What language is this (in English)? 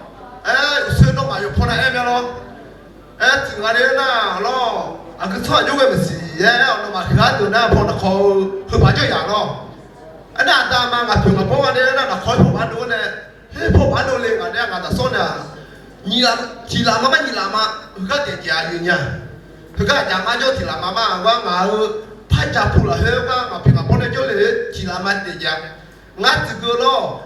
Akha